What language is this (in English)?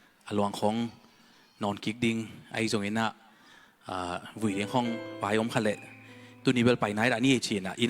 Tedim Chin